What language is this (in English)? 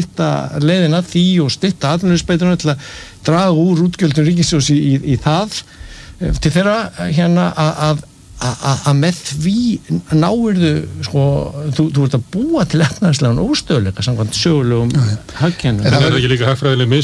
Icelandic